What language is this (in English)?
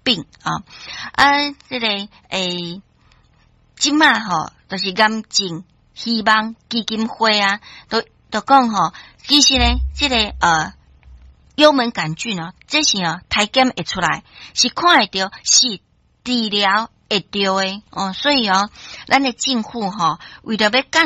Min Nan Chinese